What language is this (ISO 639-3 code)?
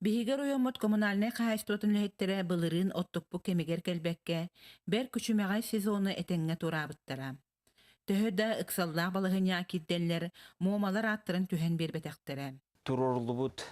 sah